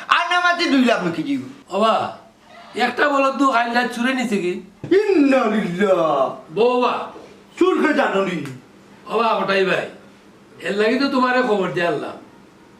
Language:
Sylheti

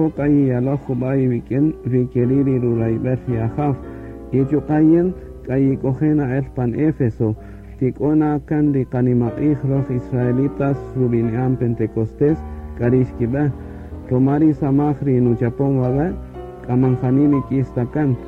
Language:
Kaqchikel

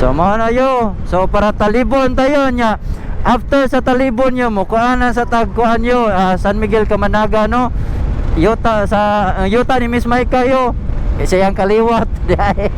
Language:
Cebuano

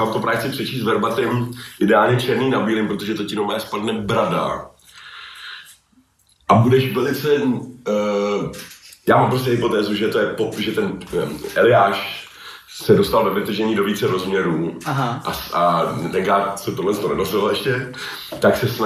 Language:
Czech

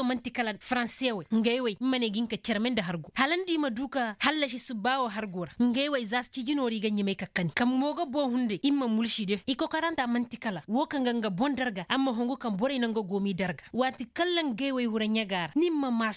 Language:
Koyraboro Senni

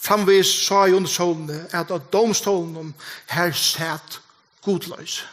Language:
Faroese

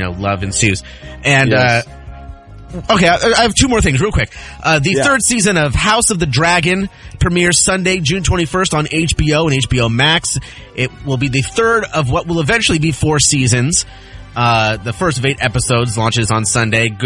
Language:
English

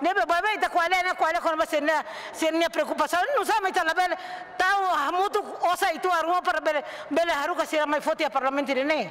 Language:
Tetum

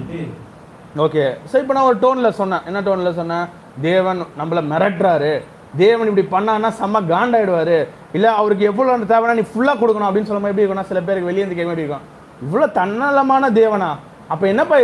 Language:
Tamil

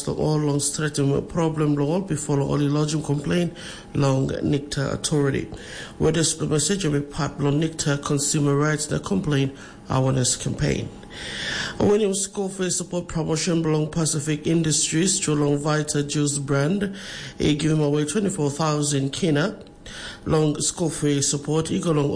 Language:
Tok Pisin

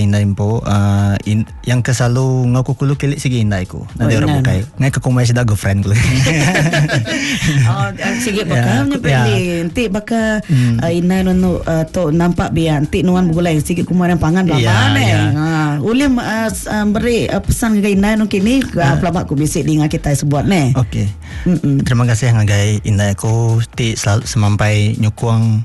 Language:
Iban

